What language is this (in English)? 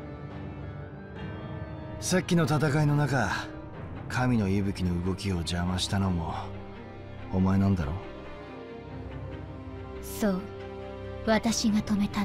Japanese